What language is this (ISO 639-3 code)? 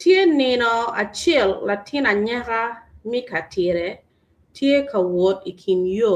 ach